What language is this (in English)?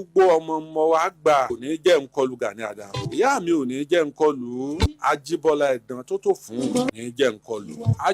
Yoruba